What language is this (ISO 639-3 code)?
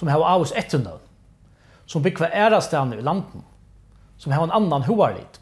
fao